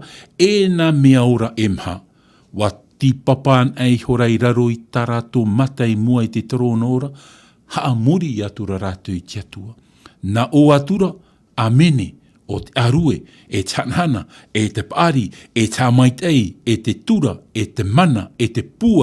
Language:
Tahitian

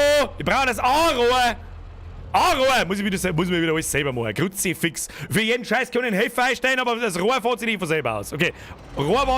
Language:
Bavarian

